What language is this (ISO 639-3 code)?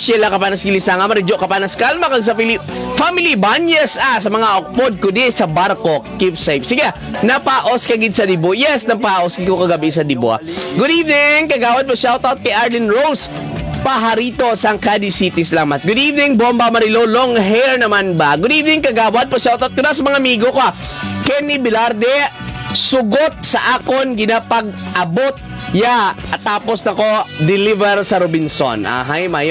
hil